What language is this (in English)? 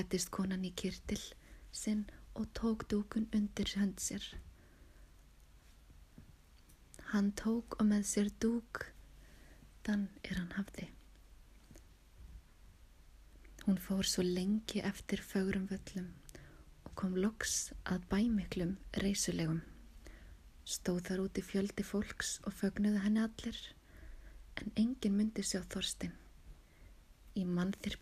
Icelandic